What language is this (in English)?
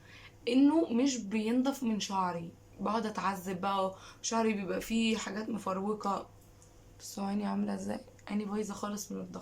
Egyptian Arabic